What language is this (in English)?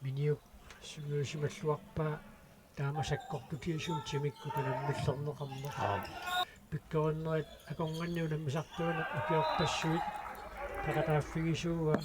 Kalaallisut